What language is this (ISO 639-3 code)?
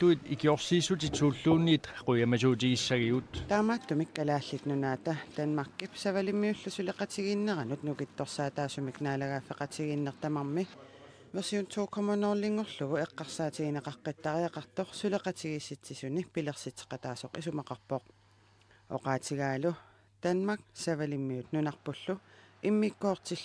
kal